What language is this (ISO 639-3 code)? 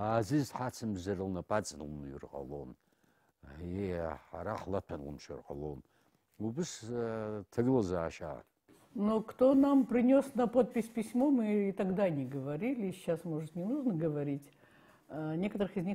abk